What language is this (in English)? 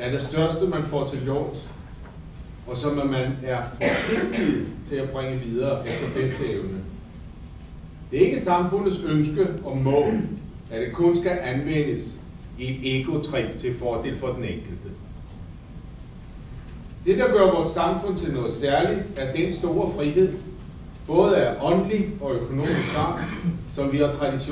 Danish